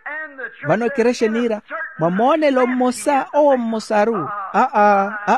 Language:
Makhuwa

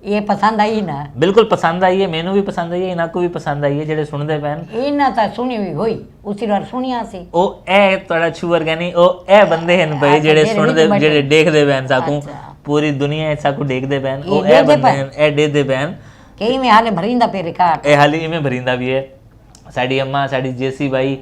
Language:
Saraiki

